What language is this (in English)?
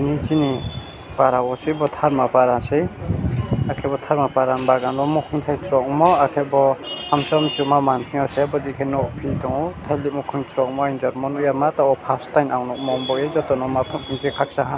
Riang (India)